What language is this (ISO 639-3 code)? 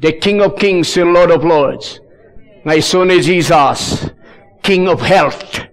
ilo